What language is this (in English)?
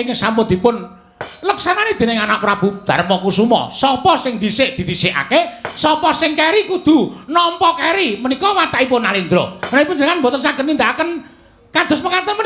Javanese